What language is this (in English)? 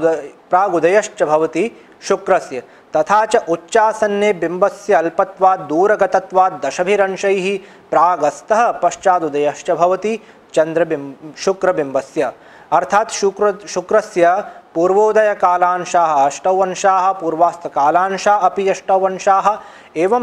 Sanskrit